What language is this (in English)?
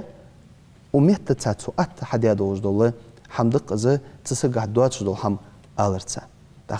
Ingush